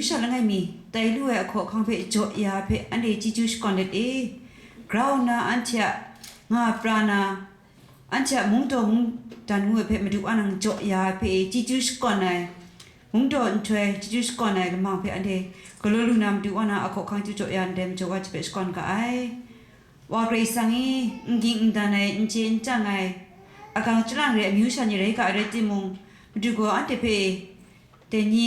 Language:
Kachin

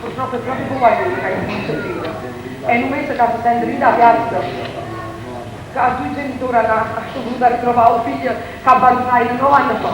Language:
Neapolitan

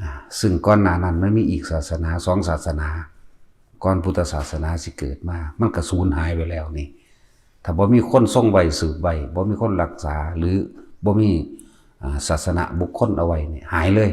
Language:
Northeastern Thai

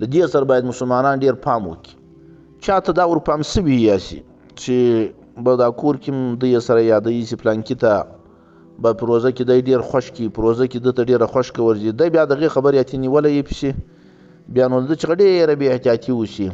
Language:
Pashto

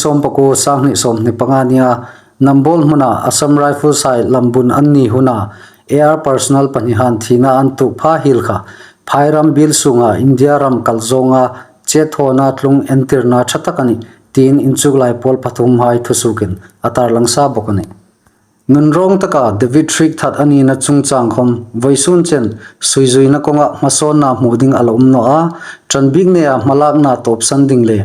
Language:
Hmar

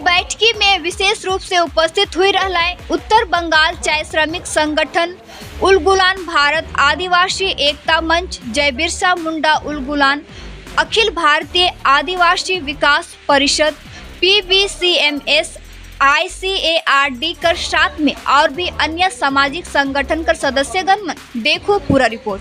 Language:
Sadri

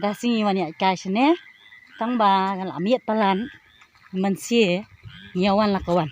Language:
Khasi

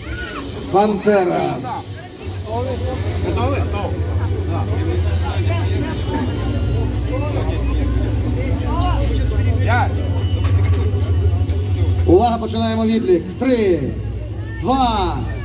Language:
Ukrainian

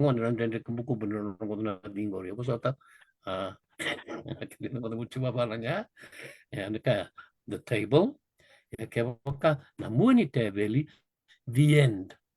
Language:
Fijian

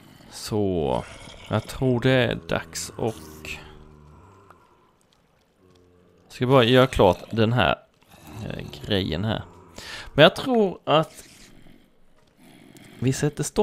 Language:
Swedish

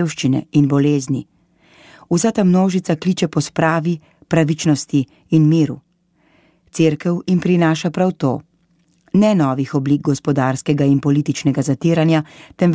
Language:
Slovenian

